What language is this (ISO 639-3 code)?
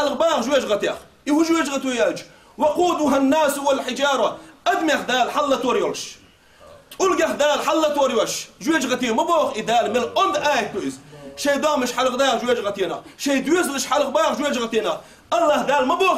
che